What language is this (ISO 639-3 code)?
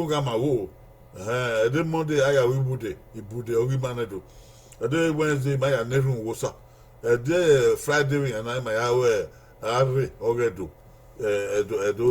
bin